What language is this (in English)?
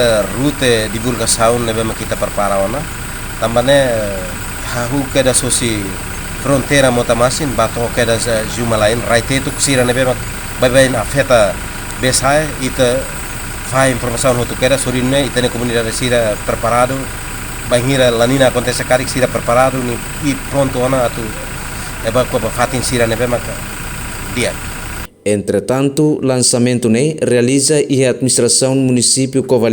Tetum